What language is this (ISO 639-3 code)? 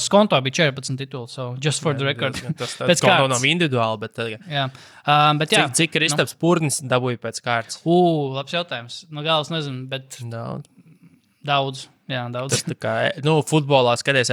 lav